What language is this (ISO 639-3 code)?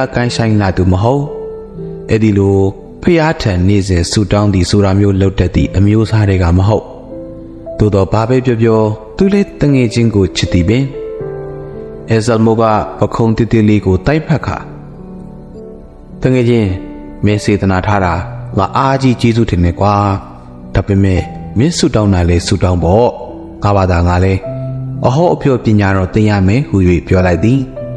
mya